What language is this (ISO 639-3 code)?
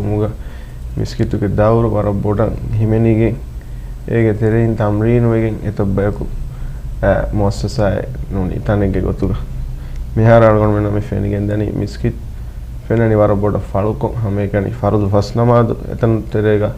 div